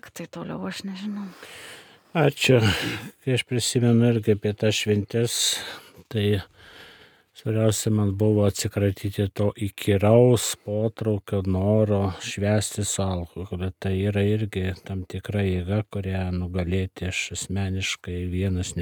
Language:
Lithuanian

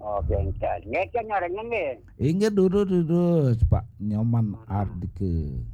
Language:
Balinese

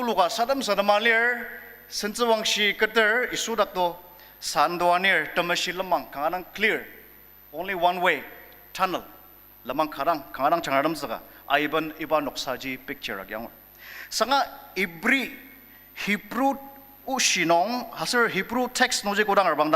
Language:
Ao Naga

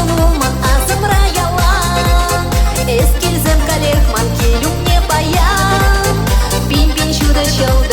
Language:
Chuvash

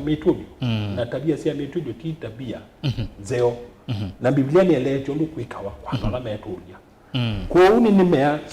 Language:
Kamba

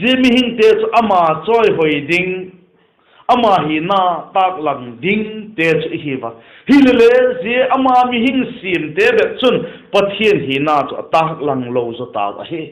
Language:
Vaiphei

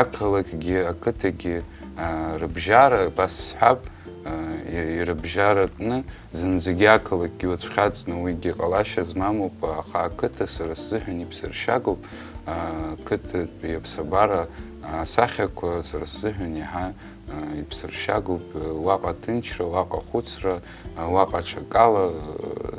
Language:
Abkhazian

